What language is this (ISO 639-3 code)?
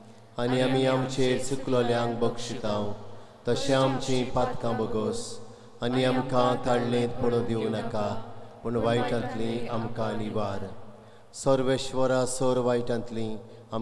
kok